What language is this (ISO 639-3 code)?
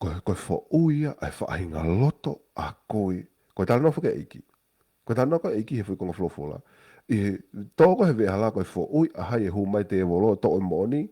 ton